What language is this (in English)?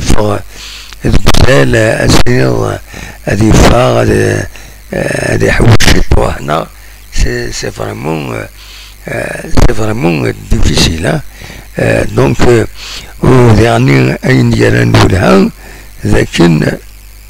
Kabyle